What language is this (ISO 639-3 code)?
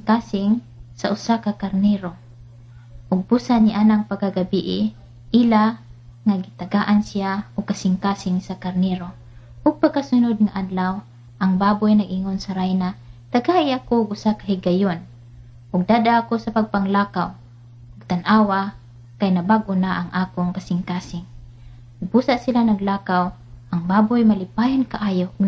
ceb